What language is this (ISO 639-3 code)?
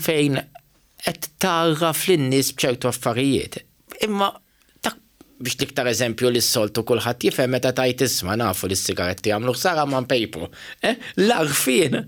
mlt